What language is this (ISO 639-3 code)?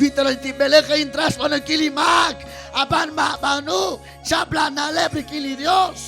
kek